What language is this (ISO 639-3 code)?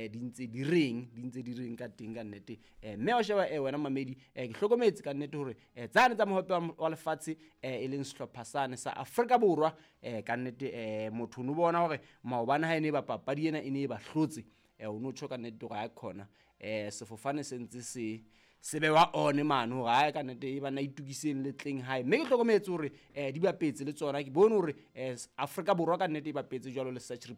sot